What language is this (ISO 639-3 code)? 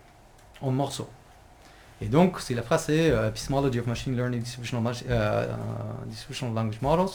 fra